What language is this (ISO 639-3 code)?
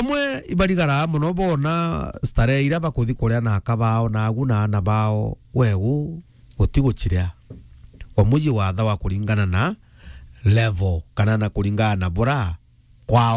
mer